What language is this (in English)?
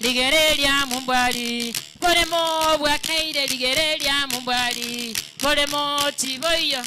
Gusii